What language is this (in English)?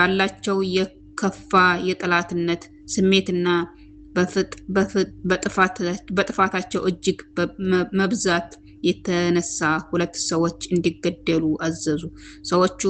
Amharic